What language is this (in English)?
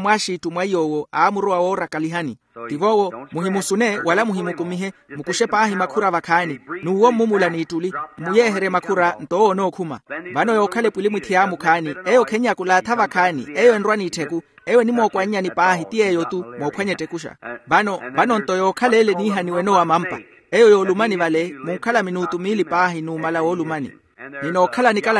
Makhuwa